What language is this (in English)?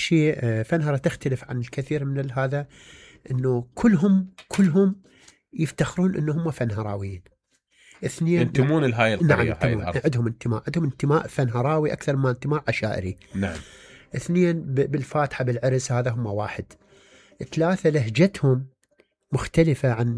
Mesopotamian Arabic